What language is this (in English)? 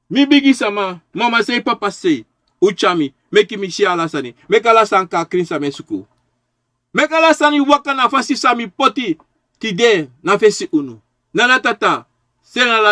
Sranan Tongo